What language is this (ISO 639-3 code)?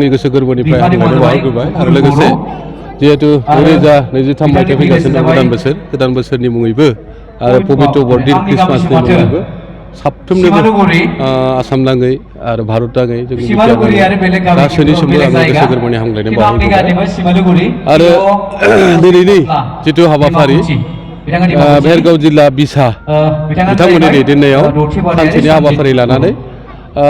brx